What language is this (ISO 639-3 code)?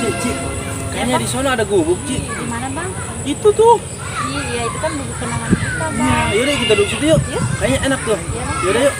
bew